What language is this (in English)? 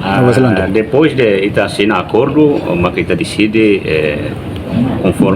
Tetum